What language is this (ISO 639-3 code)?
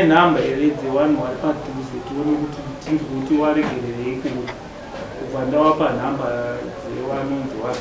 sna